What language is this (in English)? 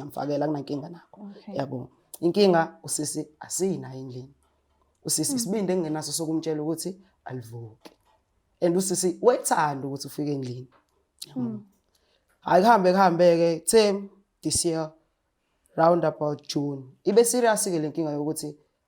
Zulu